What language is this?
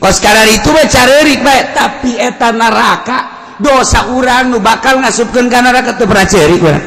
Sundanese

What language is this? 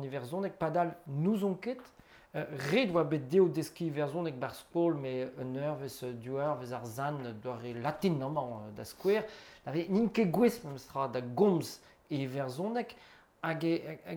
Breton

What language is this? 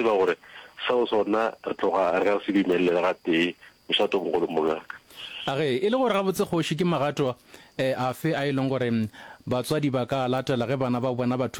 Northern Sotho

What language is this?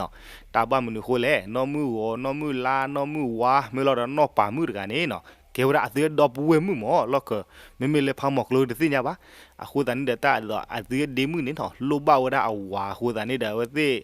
S'gaw Karen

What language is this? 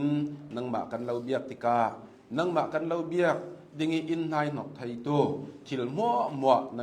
Hakha Chin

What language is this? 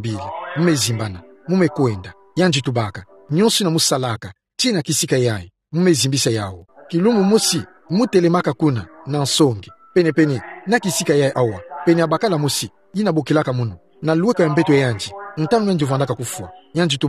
Kituba (Democratic Republic of Congo)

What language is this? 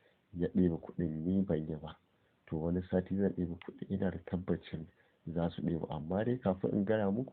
Hausa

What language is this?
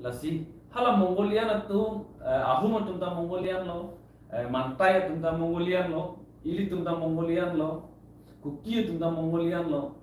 Karbi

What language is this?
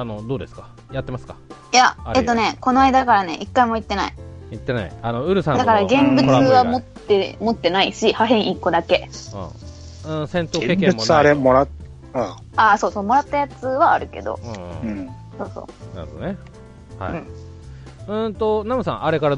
Japanese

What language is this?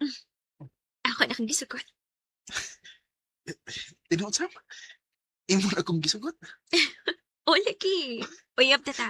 Cebuano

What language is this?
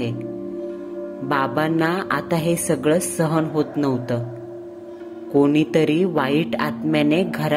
Marathi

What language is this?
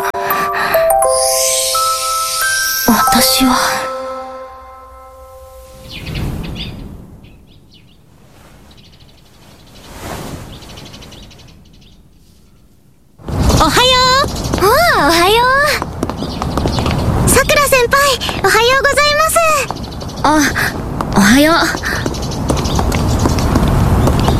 Japanese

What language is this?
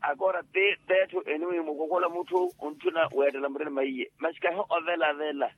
Makhuwa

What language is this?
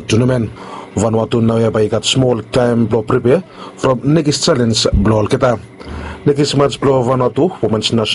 Bislama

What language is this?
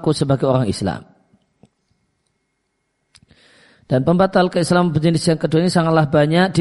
Indonesian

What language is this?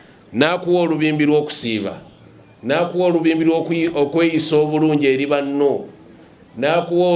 Ganda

